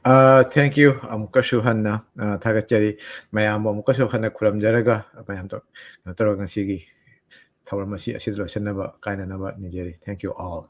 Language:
Manipuri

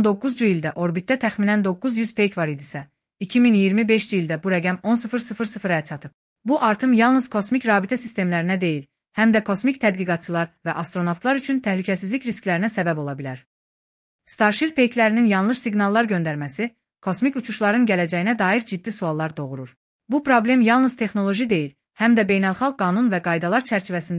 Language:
Azerbaijani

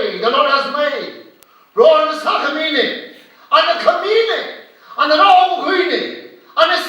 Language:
Tangkhul Naga (India)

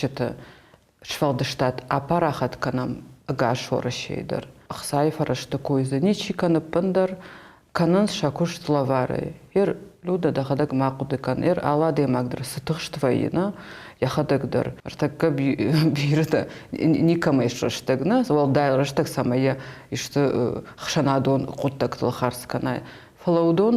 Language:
Ossetic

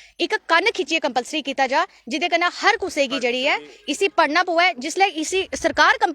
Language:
Dogri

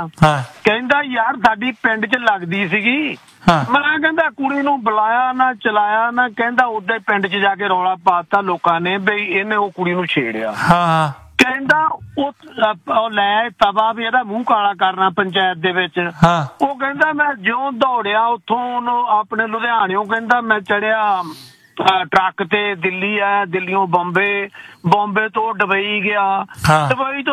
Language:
Punjabi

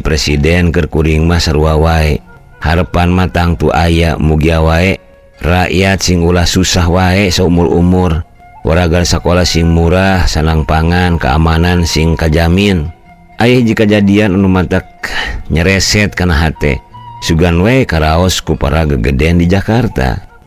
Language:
Sundanese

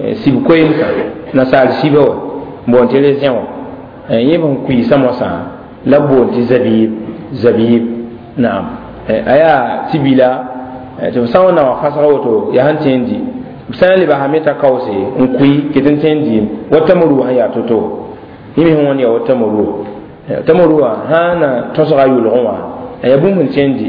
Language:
Mossi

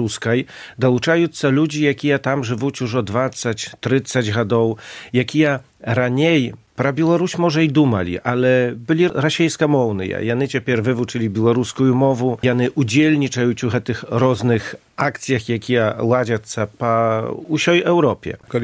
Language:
Belarusian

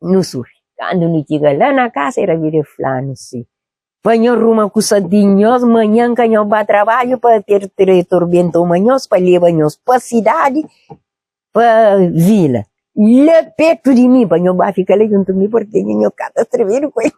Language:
Kabuverdianu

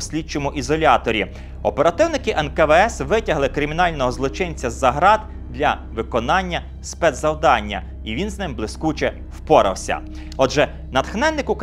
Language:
Ukrainian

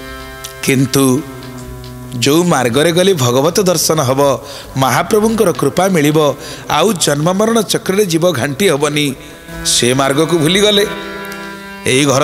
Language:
Odia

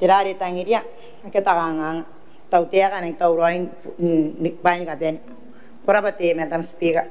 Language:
Gilbertese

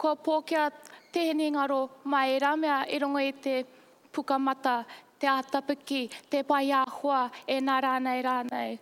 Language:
Māori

